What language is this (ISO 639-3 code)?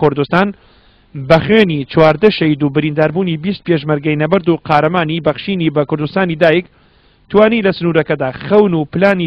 ckb